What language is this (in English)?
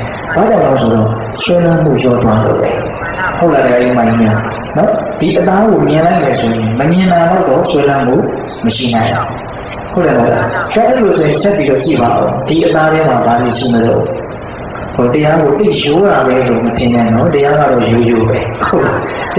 Burmese